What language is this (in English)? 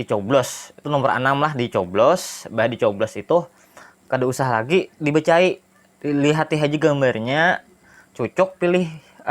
Banjar